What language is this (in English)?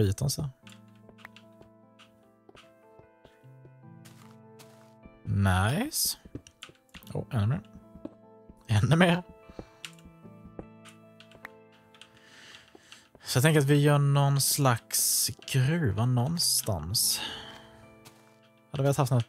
Swedish